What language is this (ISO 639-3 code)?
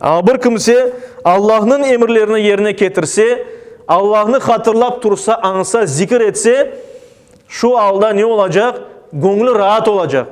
crh